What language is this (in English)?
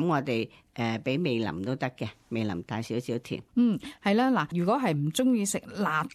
Cantonese